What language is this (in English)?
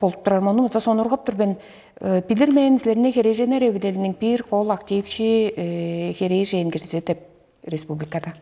Tuvinian